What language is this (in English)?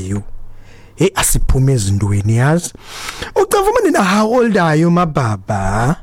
Xhosa